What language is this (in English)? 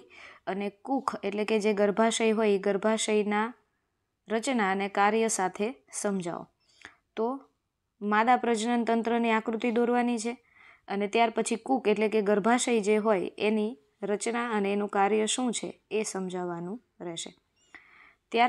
Gujarati